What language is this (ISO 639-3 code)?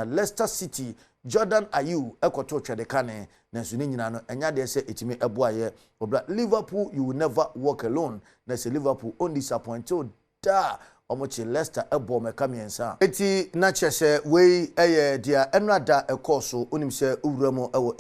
aka